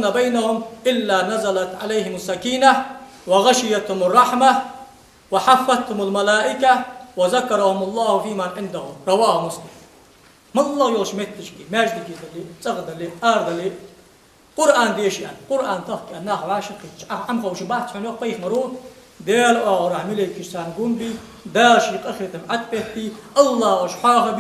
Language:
Ingush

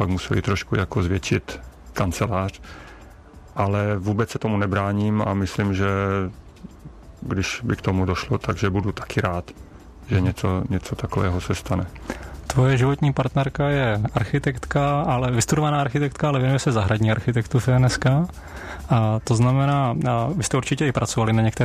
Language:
Czech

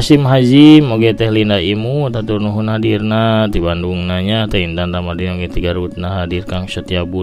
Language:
Sundanese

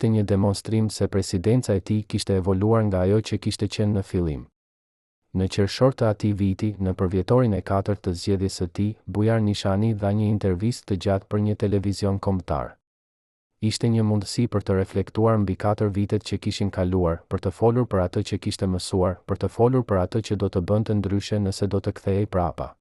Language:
Albanian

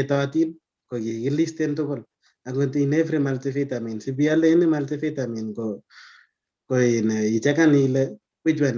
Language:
Kalenjin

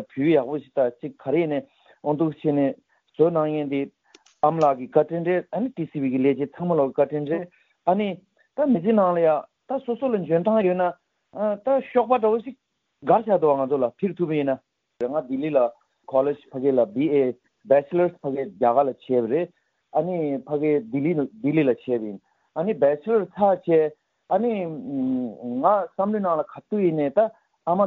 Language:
Malagasy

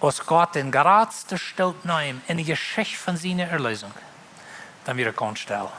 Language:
Plautdietsch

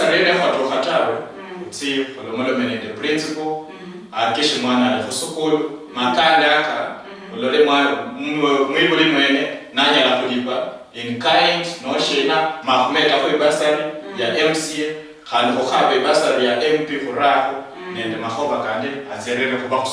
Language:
Luyia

